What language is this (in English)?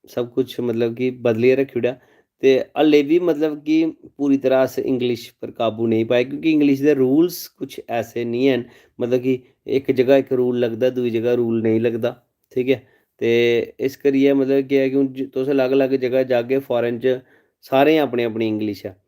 Dogri